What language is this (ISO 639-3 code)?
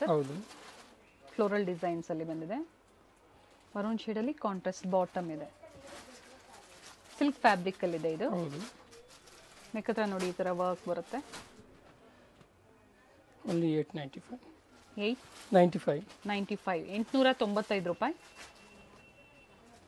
kan